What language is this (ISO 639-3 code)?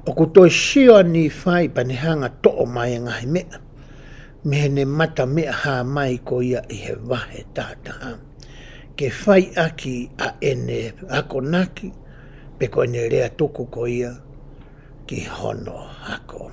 ton